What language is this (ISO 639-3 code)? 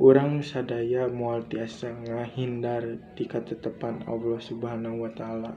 sun